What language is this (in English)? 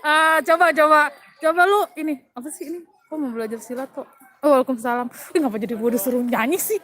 Betawi